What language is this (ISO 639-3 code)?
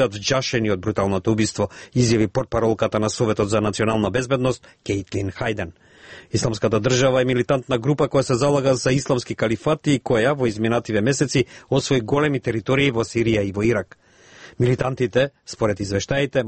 mkd